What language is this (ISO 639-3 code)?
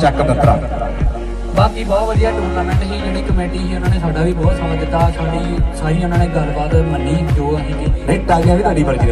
pan